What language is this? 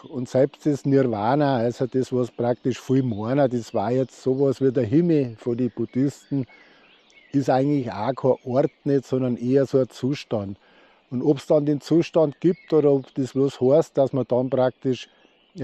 Bavarian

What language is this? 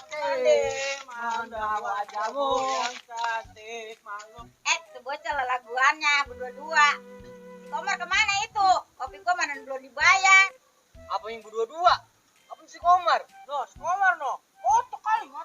Betawi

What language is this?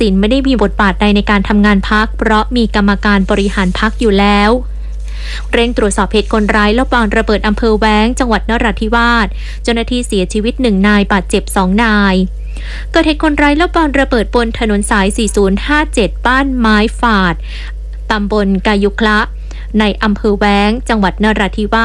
Thai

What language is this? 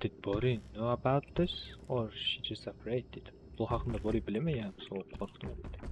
Kara-Kalpak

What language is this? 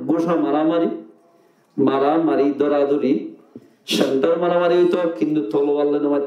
Rohingya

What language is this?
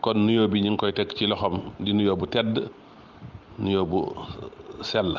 Wolof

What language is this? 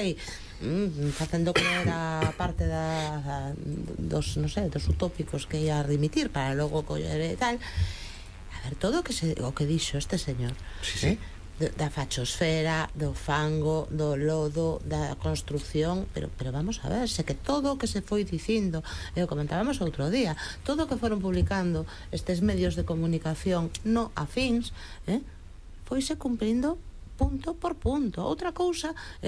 Galician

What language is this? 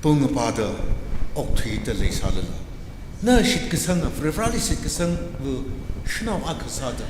Tangkhul Naga (India)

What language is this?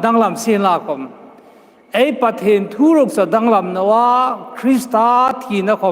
Hmar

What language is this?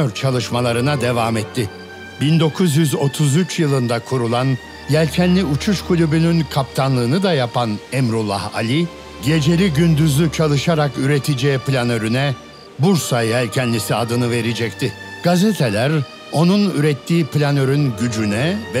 Turkish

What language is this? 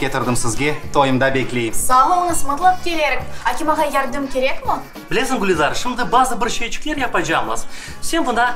Crimean Tatar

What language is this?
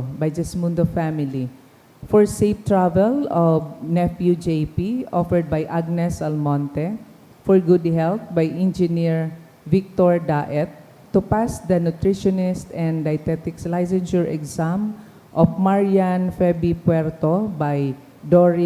Bikol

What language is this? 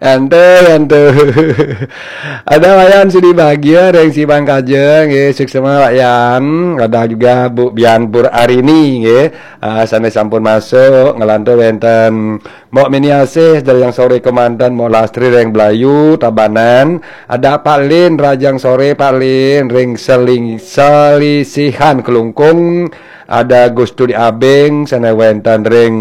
Balinese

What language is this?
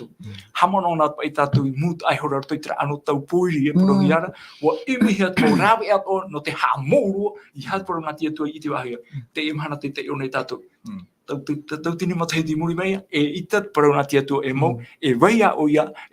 Tahitian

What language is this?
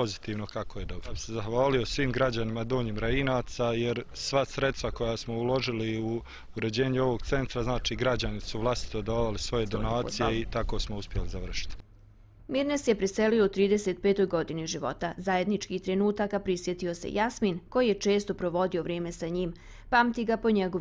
Bosnian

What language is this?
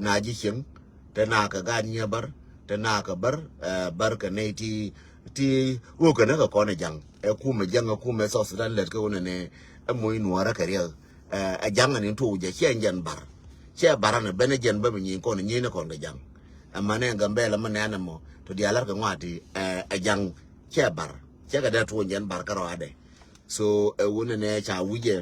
Nuer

